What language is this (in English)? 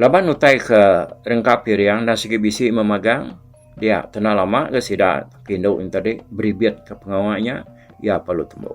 Iban